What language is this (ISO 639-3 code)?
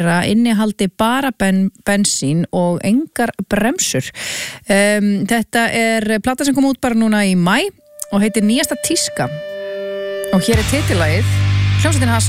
isl